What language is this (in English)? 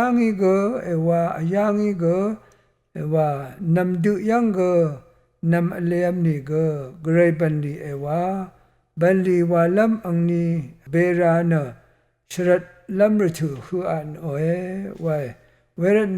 Rawang